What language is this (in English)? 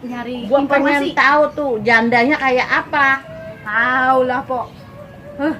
Betawi